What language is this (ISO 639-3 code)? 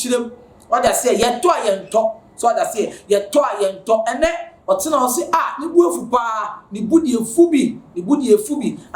aka